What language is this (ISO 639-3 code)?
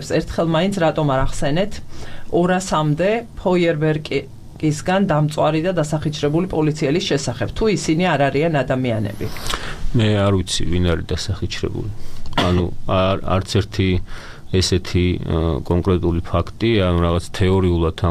kat